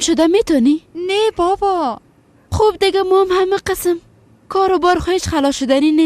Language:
Persian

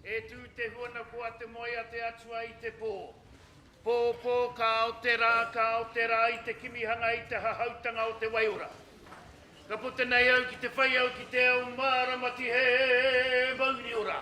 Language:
Māori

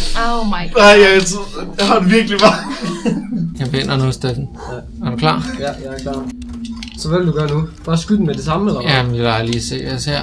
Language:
Danish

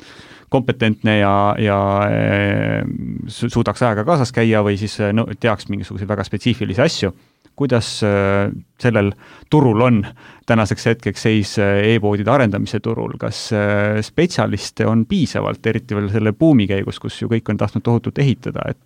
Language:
Estonian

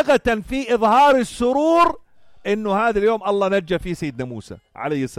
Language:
North Levantine Arabic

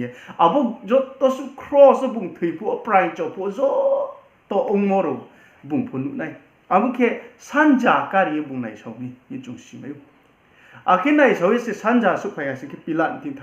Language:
Riang (India)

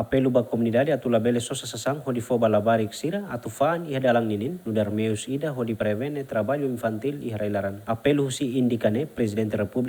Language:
Tetum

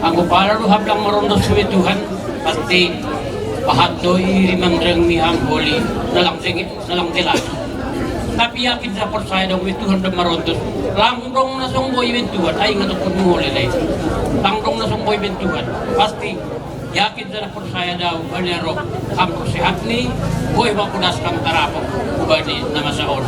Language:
Batak Simalungun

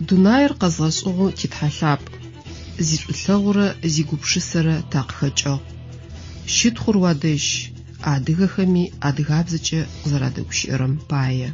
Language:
Adyghe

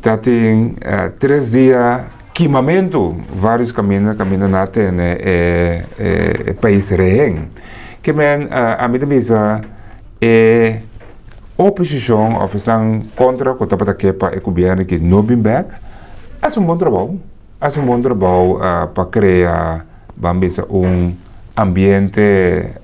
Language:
Papiamento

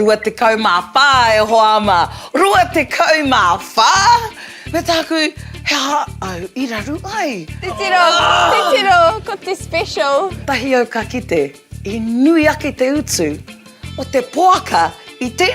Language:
Māori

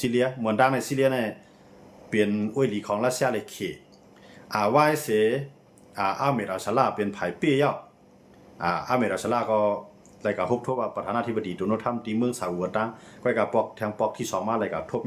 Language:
Shan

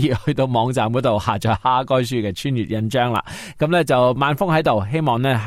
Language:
Cantonese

